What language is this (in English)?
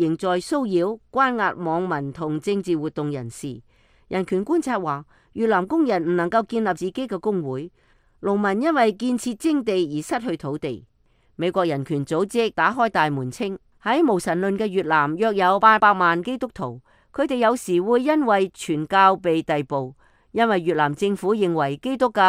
Cantonese